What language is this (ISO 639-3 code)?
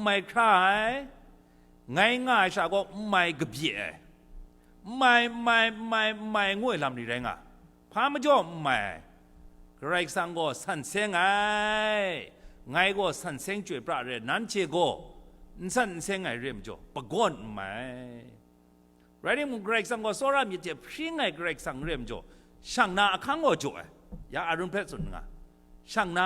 kac